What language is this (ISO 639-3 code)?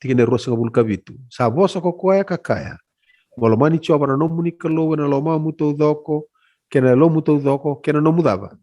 fij